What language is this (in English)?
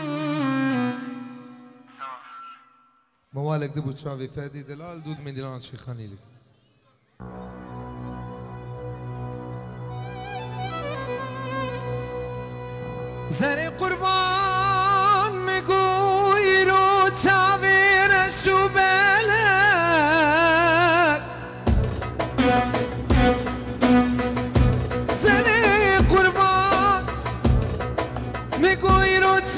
Persian